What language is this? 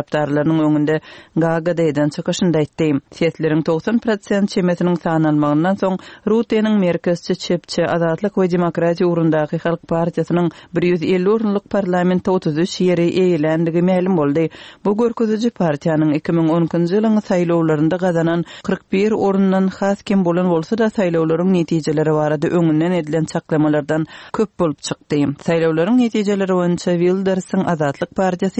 Turkmen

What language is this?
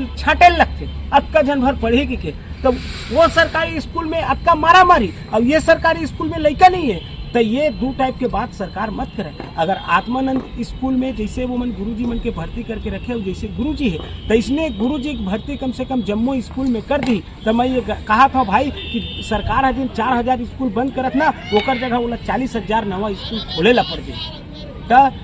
Chhattisgarhi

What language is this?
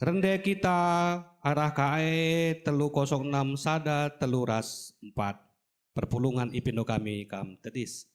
Batak Karo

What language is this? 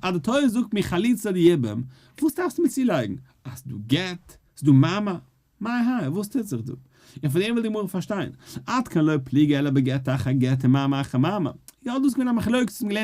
Yiddish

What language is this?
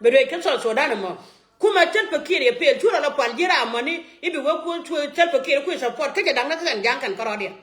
Nuer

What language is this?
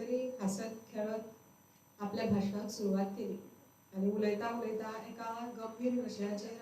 Konkani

